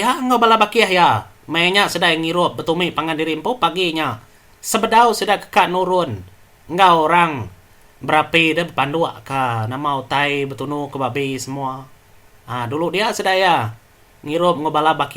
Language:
Iban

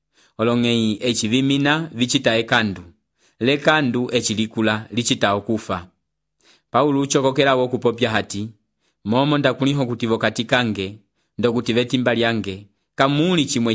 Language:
Umbundu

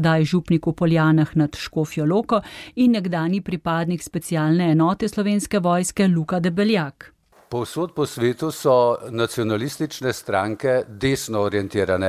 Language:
Slovenian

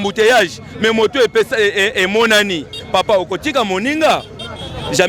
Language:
Lingala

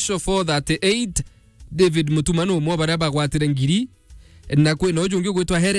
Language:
Meru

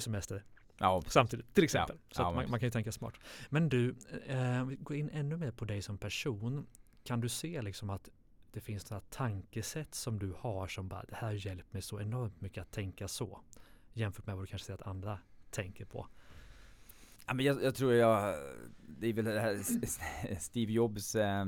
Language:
Swedish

